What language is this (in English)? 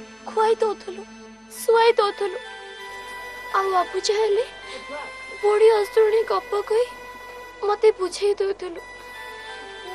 Odia